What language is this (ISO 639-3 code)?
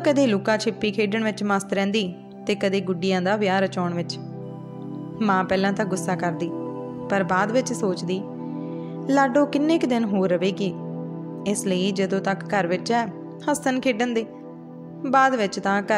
pan